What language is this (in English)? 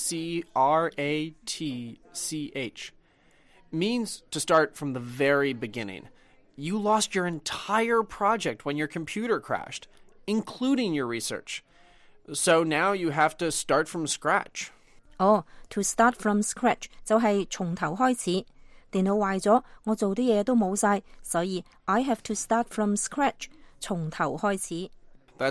Cantonese